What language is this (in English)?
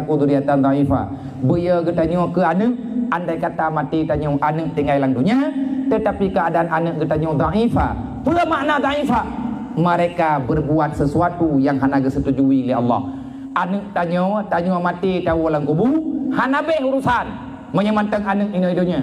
Achinese